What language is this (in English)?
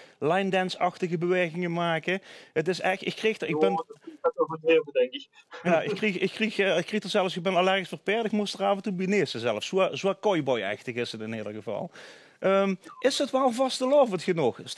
Limburgish